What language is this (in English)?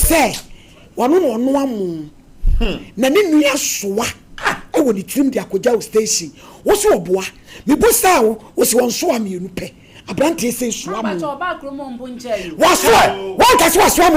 Akan